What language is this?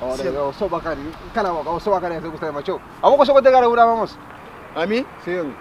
Kabuverdianu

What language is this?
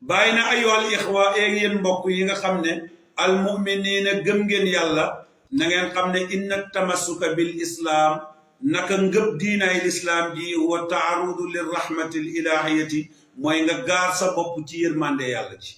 Wolof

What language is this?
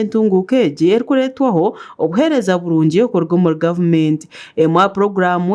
Nyankole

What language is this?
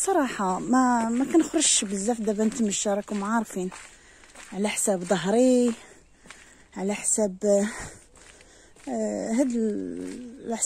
Moroccan Arabic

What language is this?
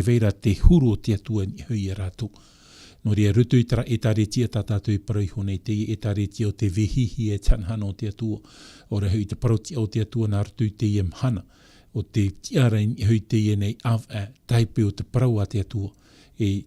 Tahitian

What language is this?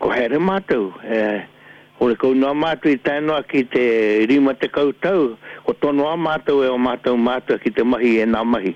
Māori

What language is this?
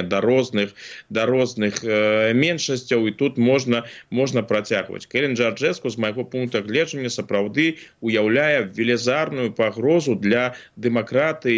Belarusian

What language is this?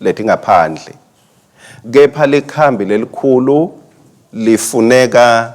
Swati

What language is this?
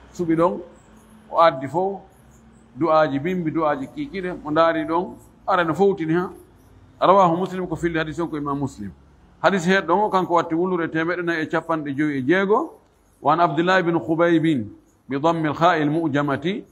Fula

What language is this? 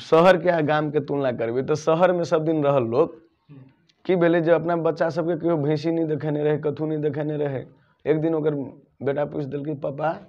Maithili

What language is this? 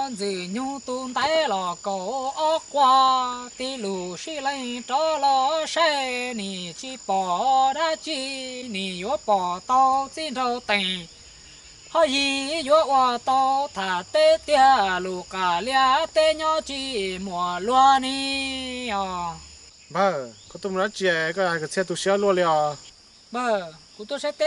Hmong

